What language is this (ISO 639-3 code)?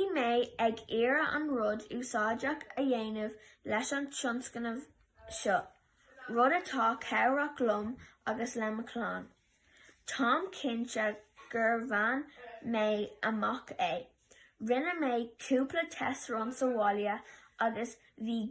gle